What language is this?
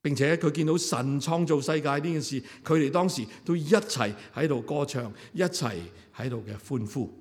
Cantonese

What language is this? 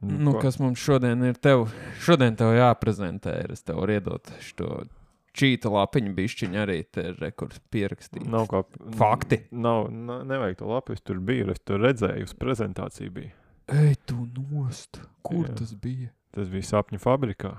Latvian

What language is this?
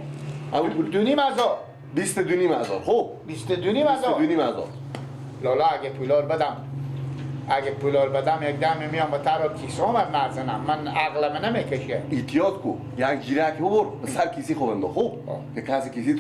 Persian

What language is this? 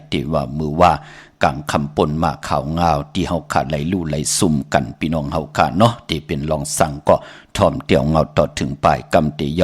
Shan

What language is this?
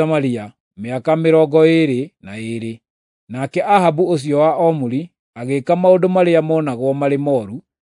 Kikuyu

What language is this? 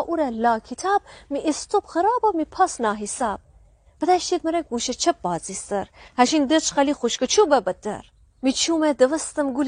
Gilaki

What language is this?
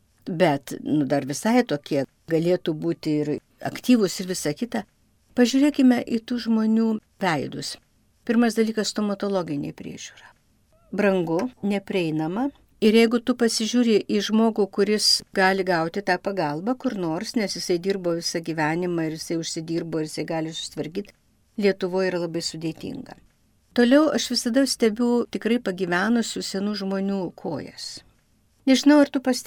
Lithuanian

